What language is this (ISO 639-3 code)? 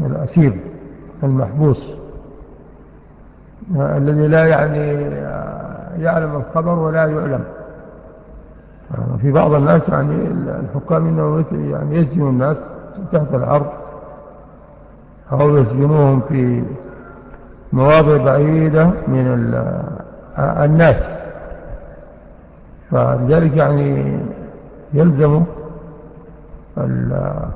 ara